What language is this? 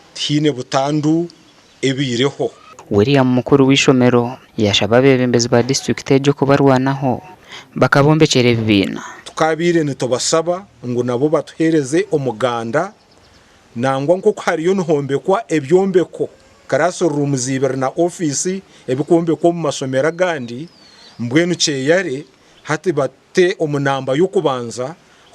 Nyankole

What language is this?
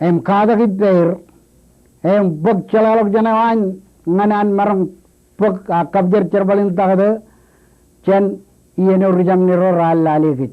Marshallese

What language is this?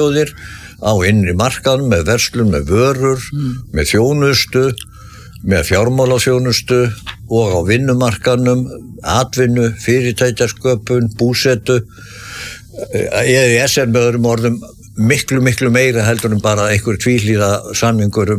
Icelandic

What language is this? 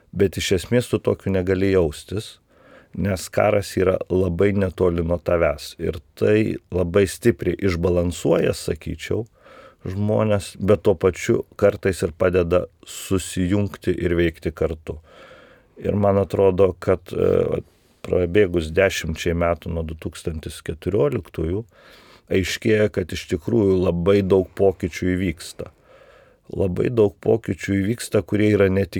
Lithuanian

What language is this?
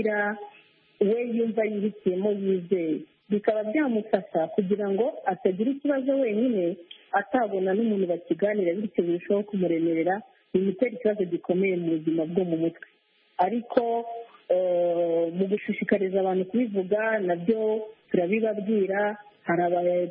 Kinyarwanda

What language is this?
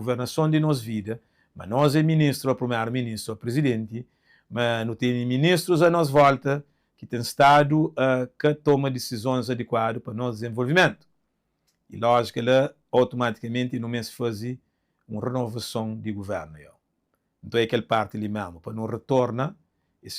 Kabuverdianu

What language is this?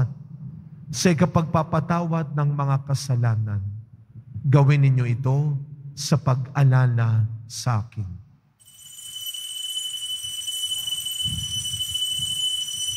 Filipino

